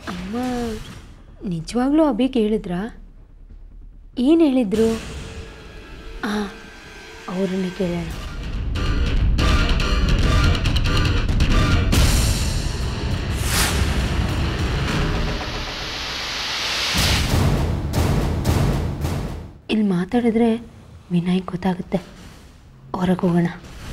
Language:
Kannada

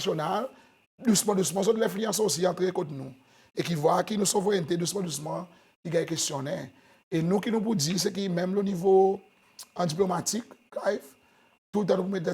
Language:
Seselwa Creole French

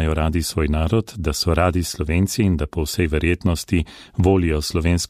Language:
Slovenian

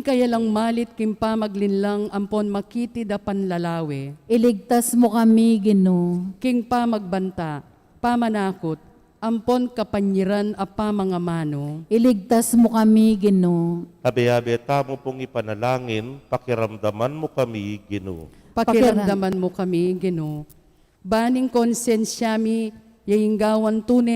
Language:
Pampanga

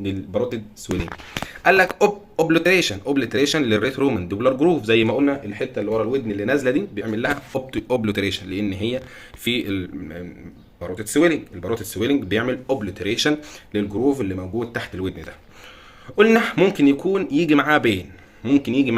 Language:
Egyptian Arabic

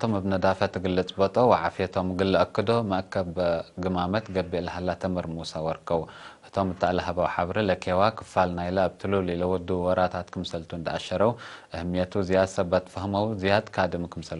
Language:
Tigre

